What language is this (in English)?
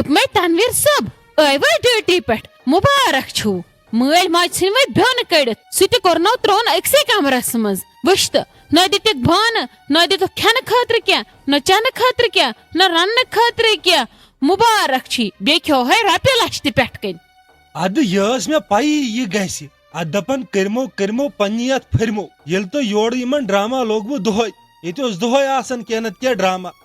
Kashmiri